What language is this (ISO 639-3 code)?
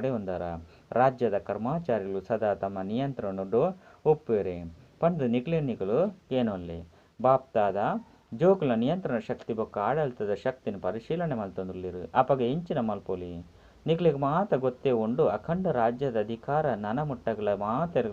tcy